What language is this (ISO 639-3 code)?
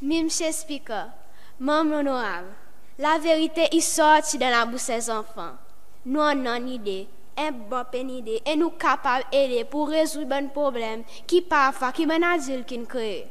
crs